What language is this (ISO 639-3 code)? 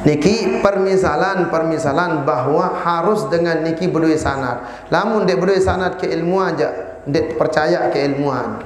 sas